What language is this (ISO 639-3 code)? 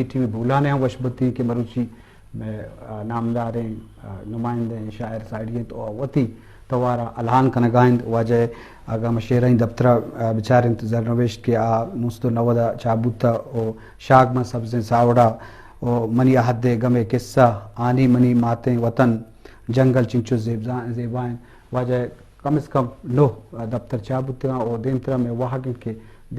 bgp